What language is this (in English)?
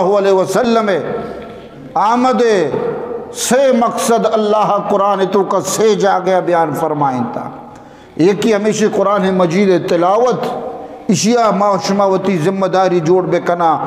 Eastern Balochi